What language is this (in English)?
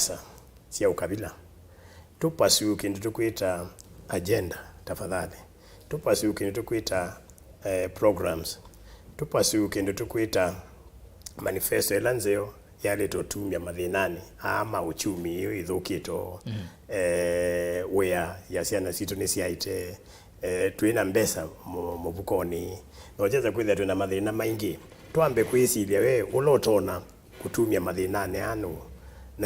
Kamba